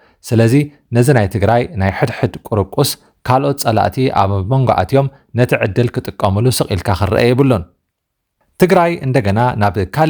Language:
Tigrinya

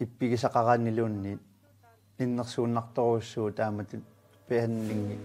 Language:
Kalaallisut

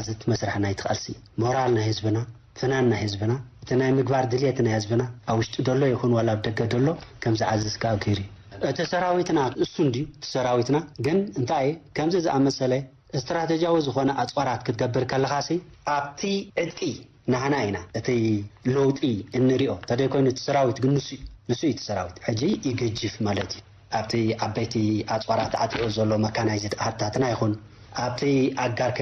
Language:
Tigrinya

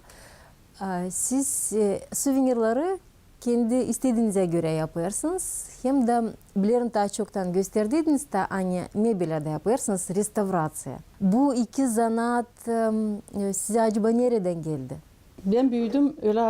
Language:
Gagauz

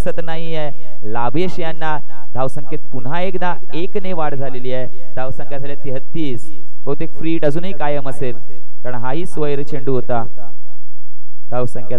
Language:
Marathi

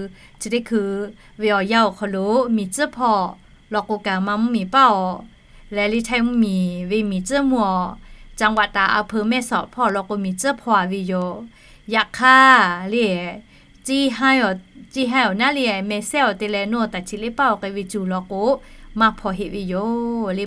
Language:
Lahu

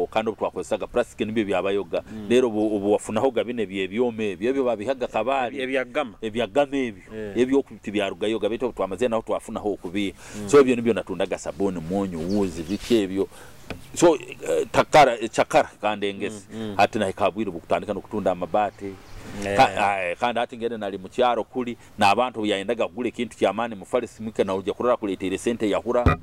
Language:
Nyoro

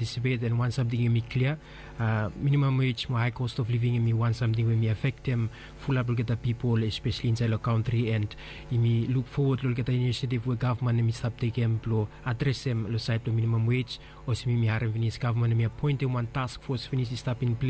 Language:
Bislama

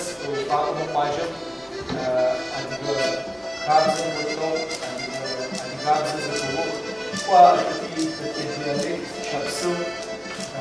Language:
Adyghe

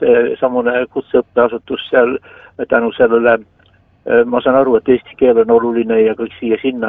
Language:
Estonian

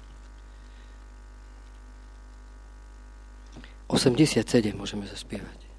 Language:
Slovak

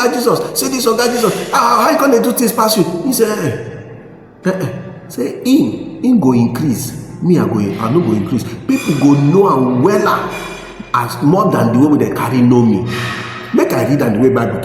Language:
Nigerian Pidgin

